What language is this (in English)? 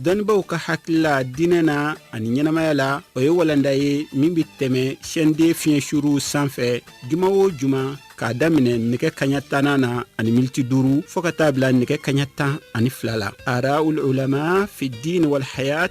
Bambara